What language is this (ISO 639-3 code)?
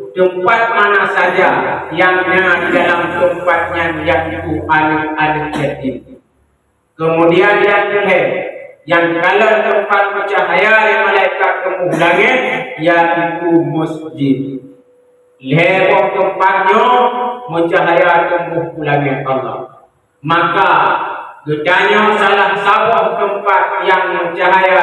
ace